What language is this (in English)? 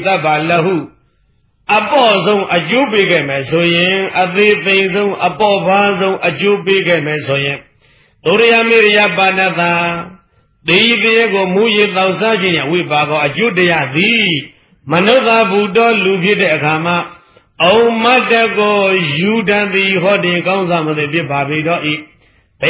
Burmese